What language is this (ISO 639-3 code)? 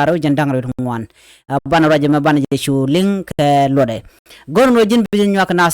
nus